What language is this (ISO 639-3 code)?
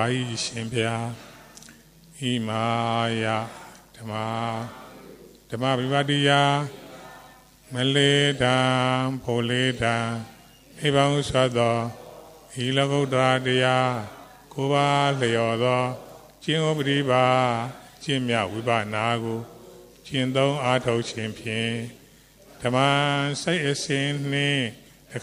mya